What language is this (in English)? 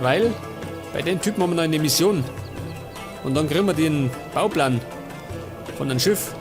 Bavarian